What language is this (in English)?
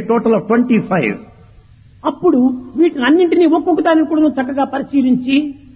Telugu